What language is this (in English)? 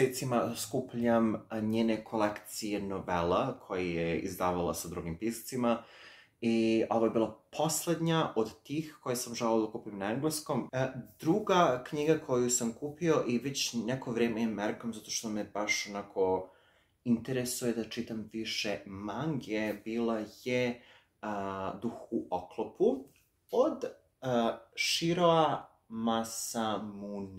Serbian